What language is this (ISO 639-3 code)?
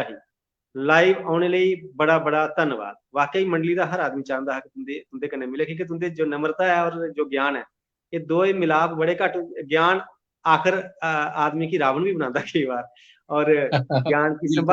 doi